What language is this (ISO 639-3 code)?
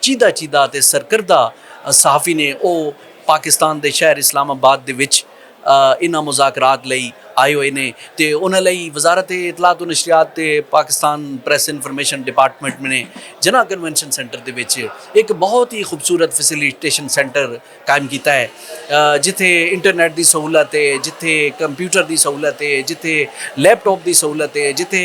lah